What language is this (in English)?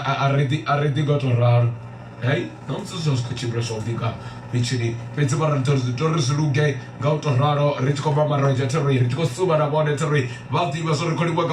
Venda